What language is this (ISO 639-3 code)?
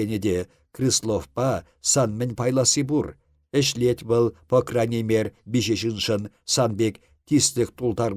chv